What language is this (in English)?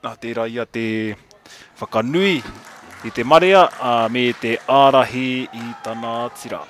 Māori